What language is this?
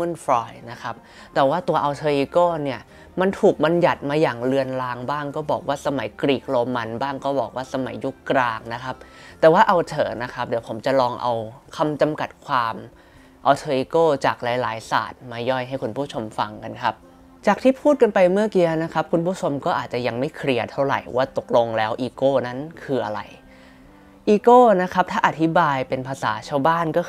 Thai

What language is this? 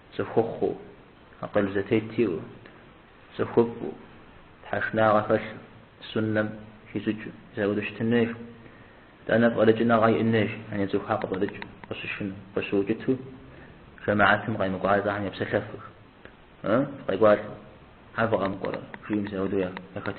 Kabardian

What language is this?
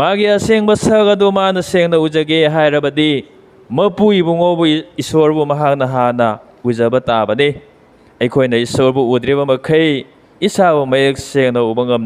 Manipuri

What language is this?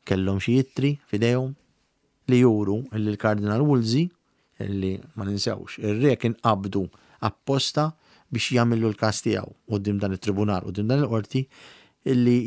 Maltese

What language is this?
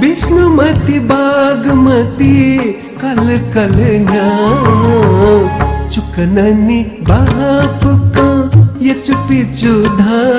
Newari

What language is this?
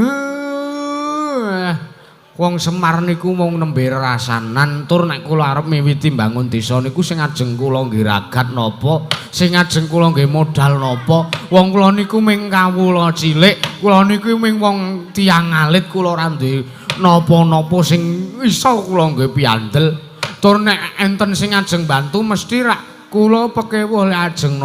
Javanese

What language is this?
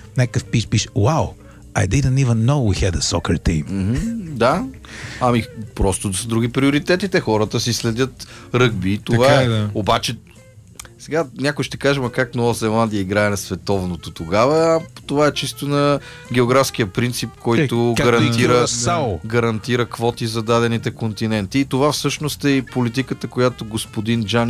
Bulgarian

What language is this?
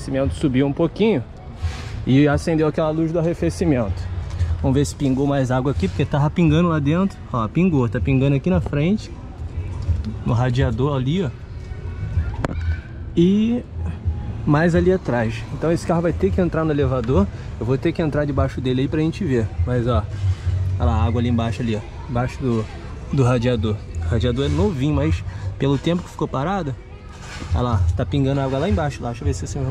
Portuguese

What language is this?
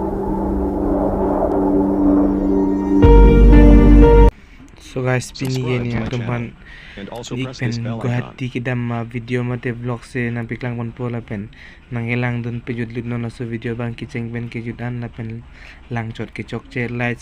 Karbi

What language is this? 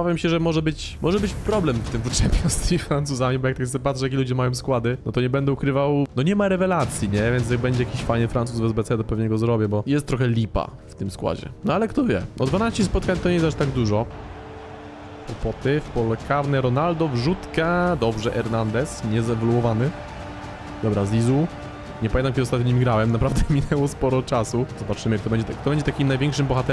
Polish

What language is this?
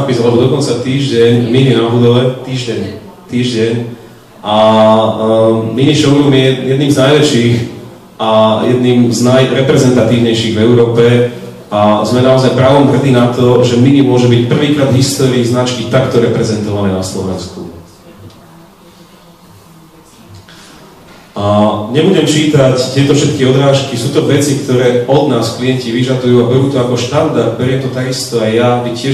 Slovak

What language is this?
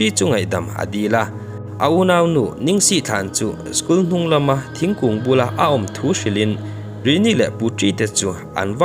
Mizo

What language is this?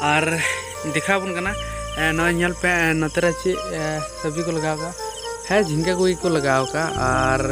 Santali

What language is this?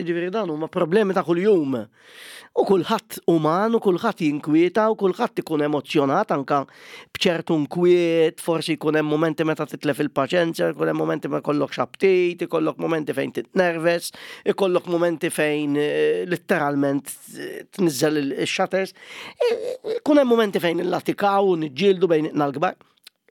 Maltese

